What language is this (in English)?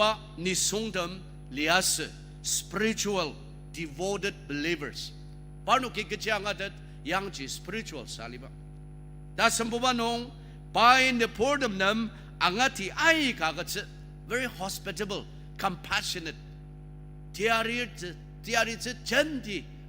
Ao Naga